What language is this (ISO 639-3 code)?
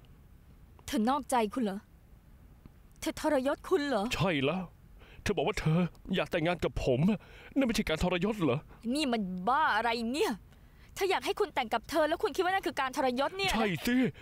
tha